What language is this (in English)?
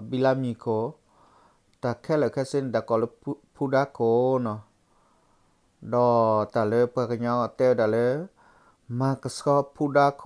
S'gaw Karen